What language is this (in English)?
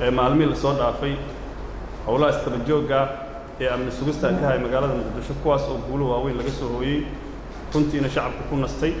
Somali